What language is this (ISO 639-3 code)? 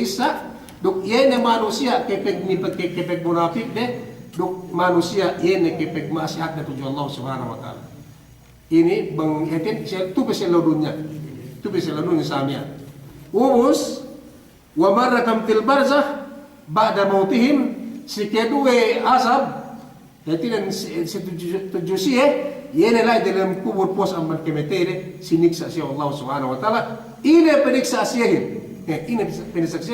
yka